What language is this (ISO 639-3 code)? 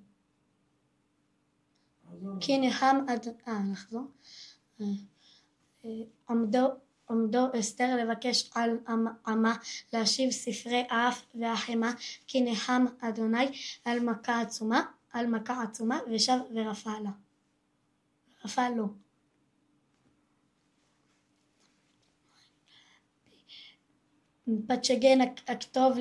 heb